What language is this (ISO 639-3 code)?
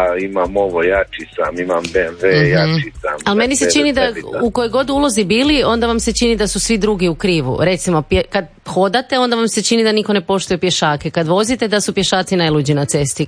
hrv